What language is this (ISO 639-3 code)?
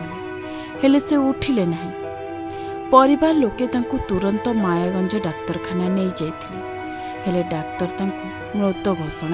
ori